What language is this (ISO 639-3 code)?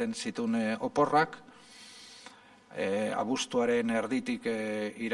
eus